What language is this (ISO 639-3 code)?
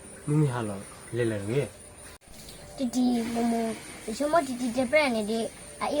ksw